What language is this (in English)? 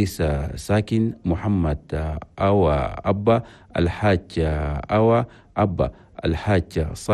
Chadian Arabic